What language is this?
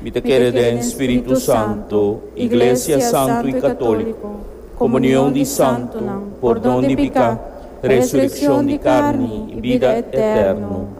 Papiamento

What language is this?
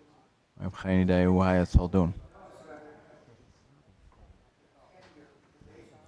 Dutch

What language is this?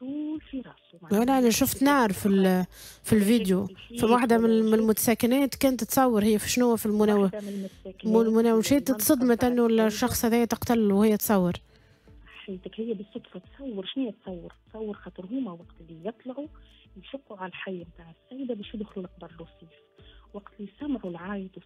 Tunisian Arabic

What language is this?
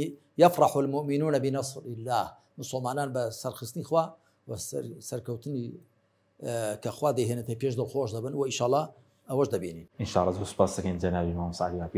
Central Kurdish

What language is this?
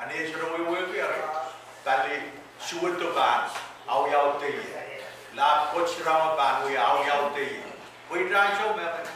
Pohnpeian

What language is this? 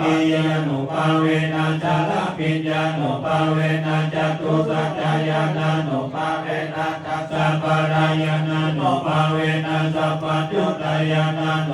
Pali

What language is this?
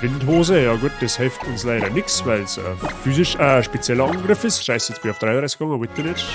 Bavarian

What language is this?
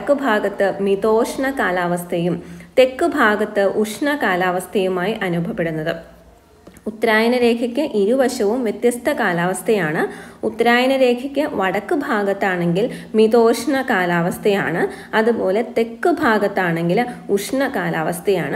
Malayalam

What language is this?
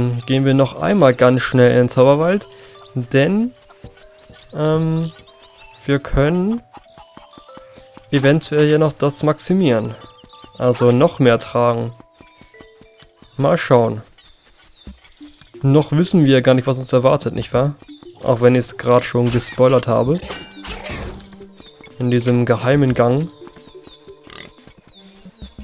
German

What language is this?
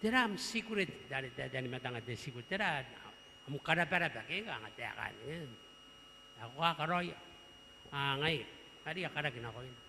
Gilbertese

